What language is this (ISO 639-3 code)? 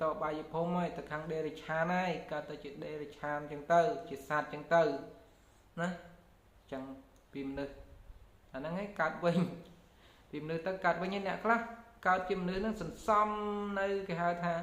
khm